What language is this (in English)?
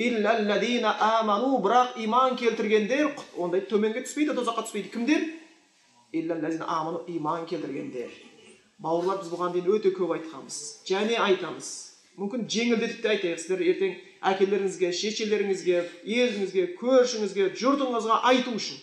Kazakh